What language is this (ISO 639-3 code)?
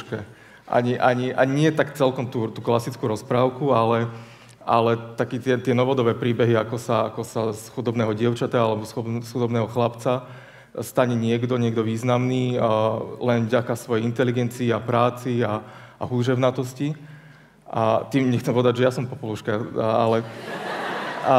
slk